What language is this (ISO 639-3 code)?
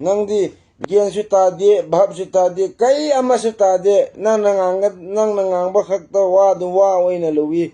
mni